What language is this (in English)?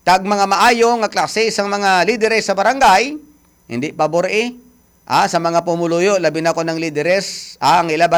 Hiligaynon